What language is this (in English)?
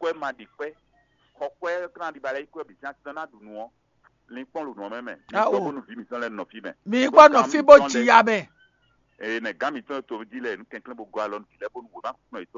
Fon